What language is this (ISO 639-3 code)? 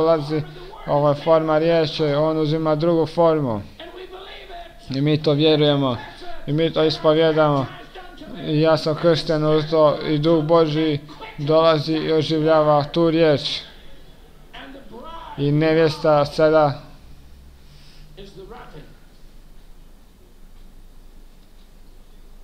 hrv